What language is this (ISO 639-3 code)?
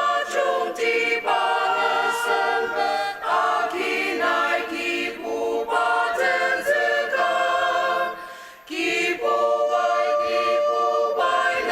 njo